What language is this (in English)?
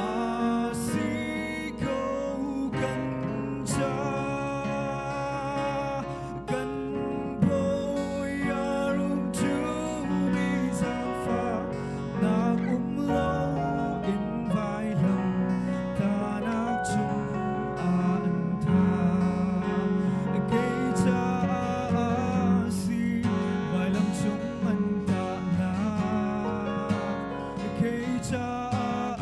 Hakha Chin